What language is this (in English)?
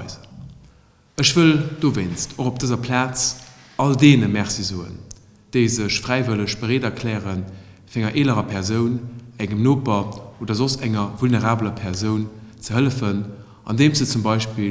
Luxembourgish